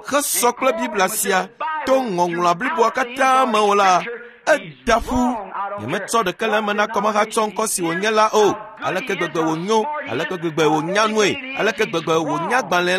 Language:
Ewe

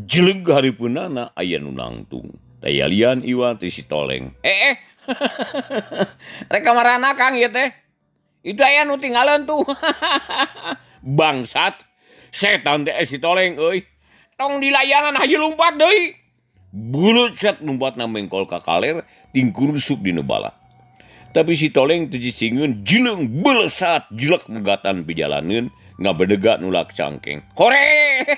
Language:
Sundanese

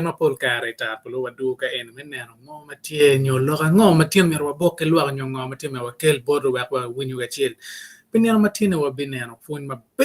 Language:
Acoli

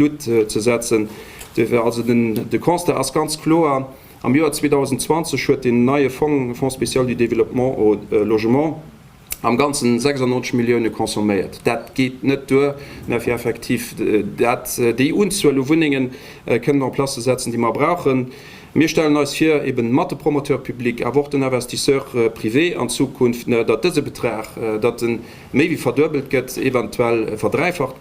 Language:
Luxembourgish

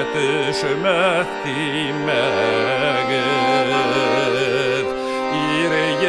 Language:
Bashkir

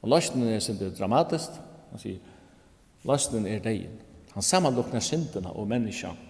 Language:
Faroese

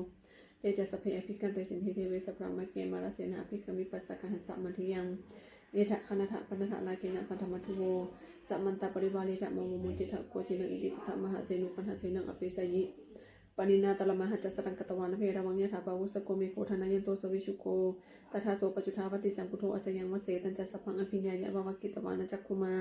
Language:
Pali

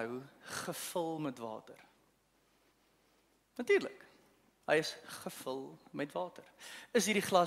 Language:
Afrikaans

